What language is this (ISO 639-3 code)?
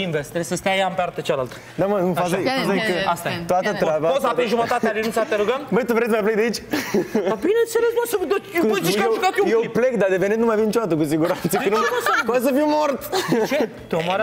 ron